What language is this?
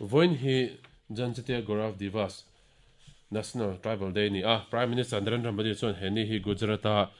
Mizo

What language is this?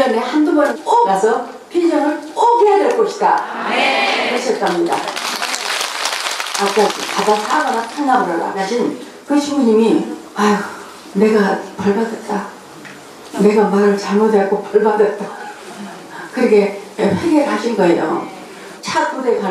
Korean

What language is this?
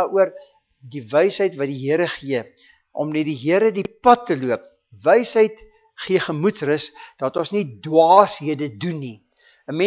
Afrikaans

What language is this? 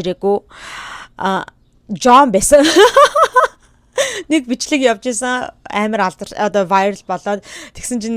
Mongolian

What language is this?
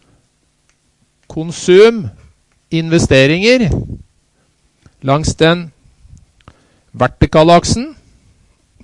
Norwegian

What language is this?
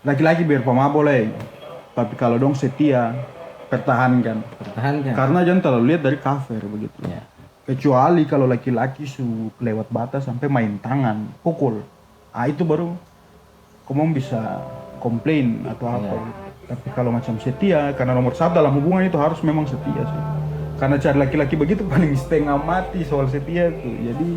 Ambonese Malay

